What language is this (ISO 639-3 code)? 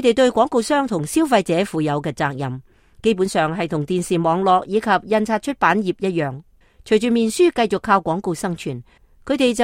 yue